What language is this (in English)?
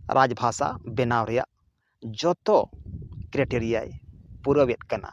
Santali